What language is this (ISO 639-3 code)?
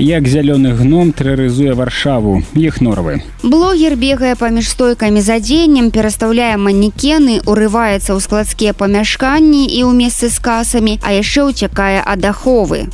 bel